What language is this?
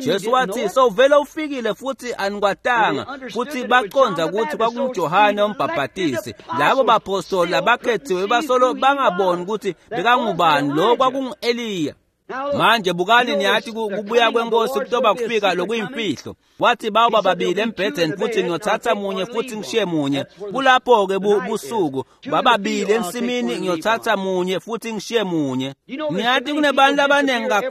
Swati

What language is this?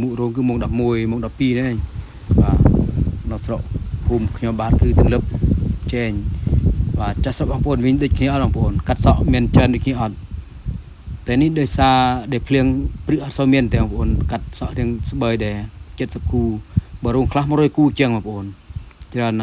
Khmer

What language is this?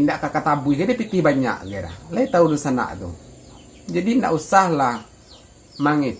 Minangkabau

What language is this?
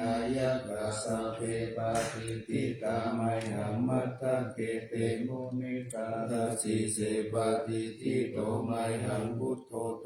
Pali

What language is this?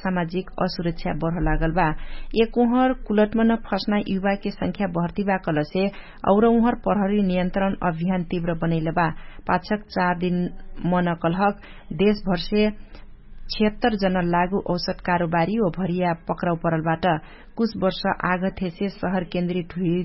Dangaura Tharu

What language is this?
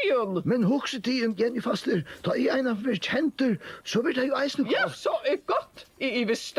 Faroese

